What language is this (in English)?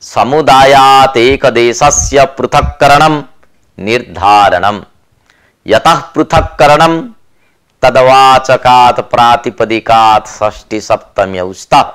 Sanskrit